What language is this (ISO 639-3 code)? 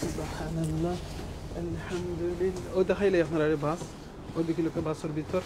syl